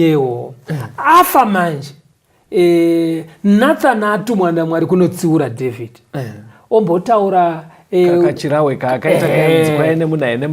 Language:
Shona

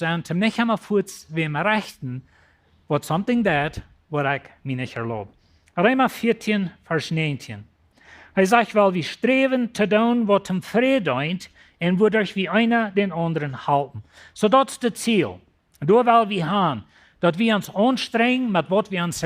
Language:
Plautdietsch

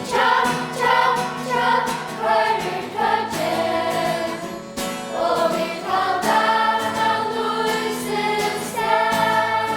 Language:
Faroese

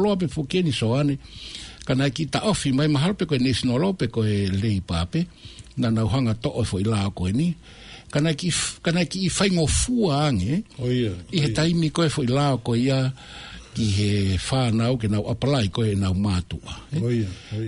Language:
Tongan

